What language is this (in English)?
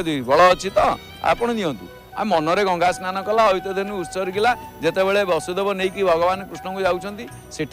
Odia